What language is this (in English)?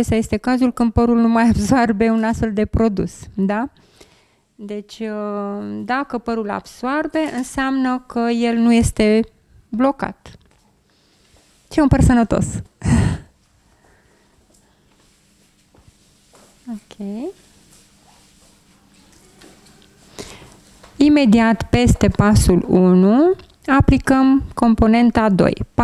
Romanian